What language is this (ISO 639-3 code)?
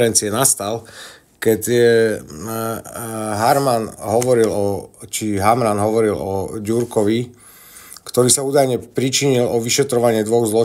slk